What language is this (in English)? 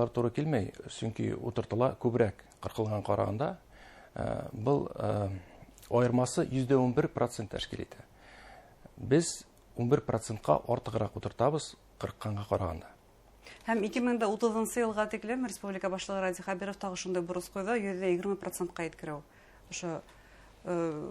Bashkir